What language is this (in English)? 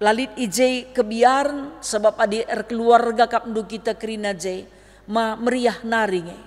Batak Karo